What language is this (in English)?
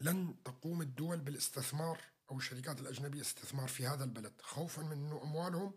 North Levantine Arabic